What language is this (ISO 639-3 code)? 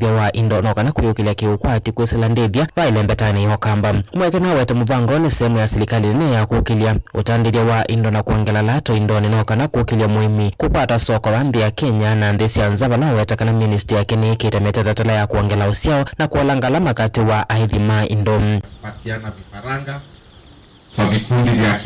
kam